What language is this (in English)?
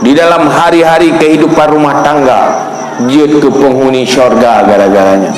Achinese